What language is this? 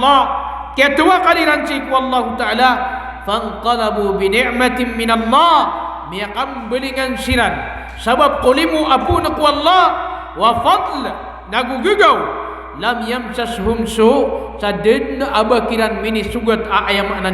Maranao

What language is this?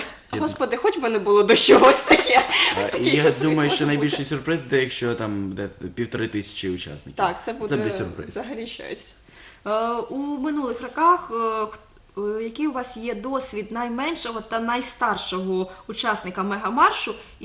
Ukrainian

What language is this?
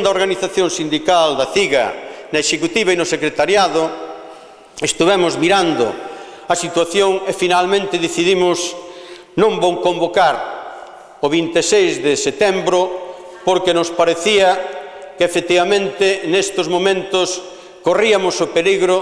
Galician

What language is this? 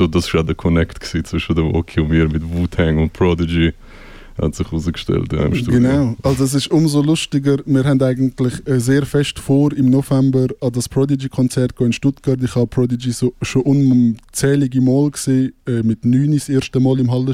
Swiss German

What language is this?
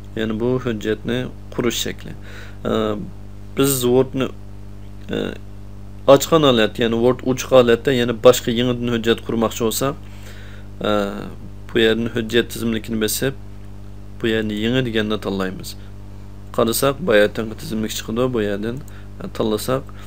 Uyghur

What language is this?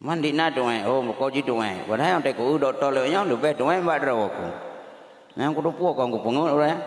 Achinese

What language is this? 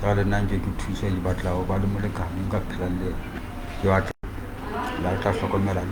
Southern Sotho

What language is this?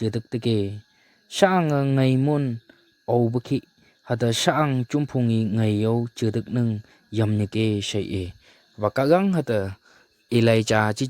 Phom Naga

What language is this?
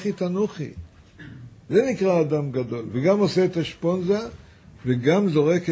Hebrew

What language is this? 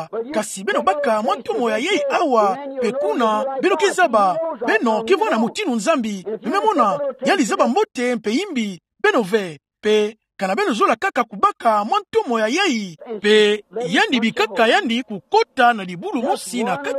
Kituba (Democratic Republic of Congo)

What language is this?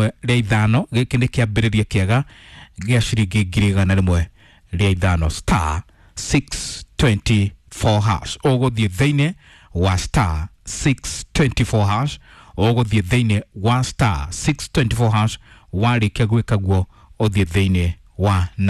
Kikuyu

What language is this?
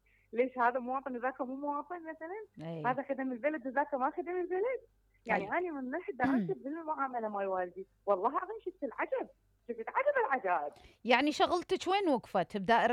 Mesopotamian Arabic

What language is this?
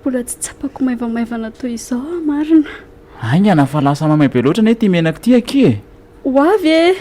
Malagasy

